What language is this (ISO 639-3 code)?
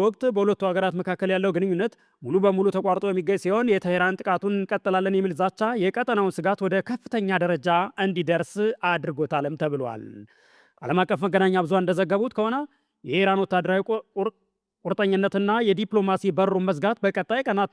amh